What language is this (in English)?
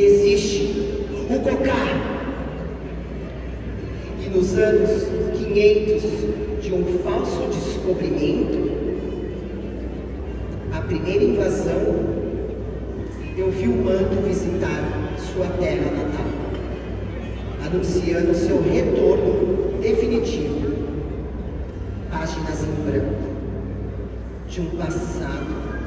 Portuguese